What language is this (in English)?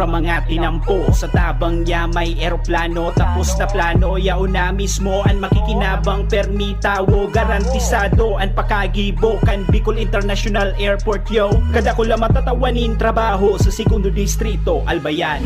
Bikol